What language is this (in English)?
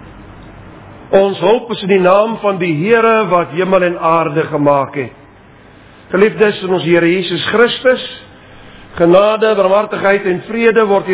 Afrikaans